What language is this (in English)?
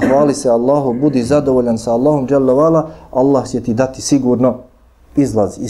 Bosnian